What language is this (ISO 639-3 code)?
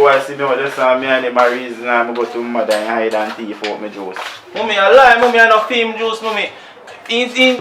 jam